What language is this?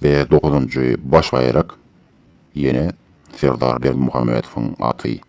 Turkmen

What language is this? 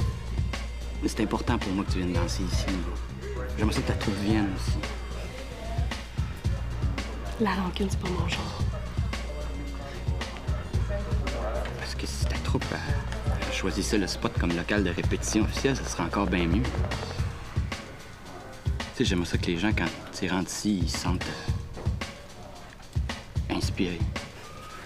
French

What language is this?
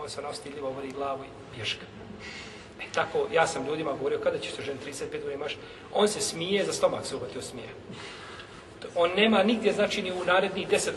Bosnian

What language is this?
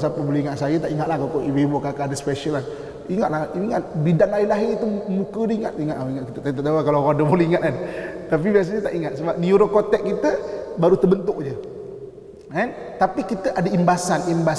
Malay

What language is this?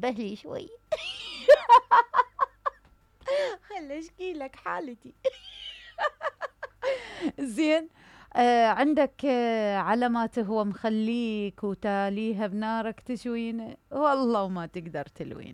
Mesopotamian Arabic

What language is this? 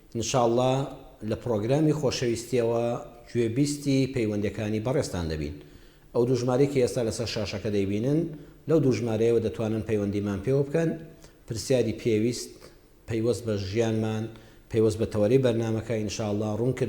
Central Kurdish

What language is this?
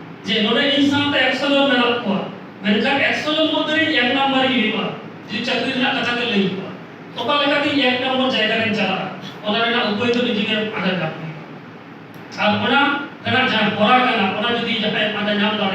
Santali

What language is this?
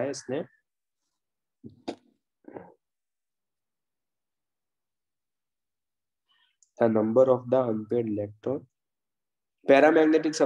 Hindi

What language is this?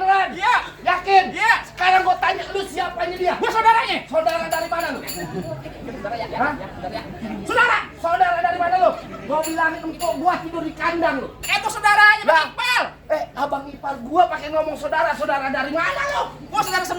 Betawi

